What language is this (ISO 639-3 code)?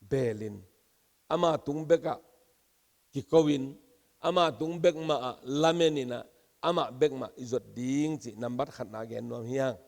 ctd